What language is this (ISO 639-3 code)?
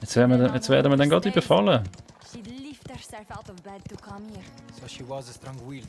gsw